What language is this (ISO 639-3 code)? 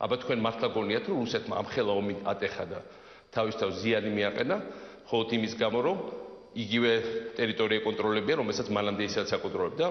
kat